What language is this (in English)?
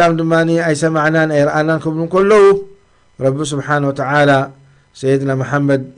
Tigrinya